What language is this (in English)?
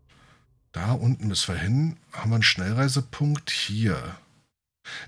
German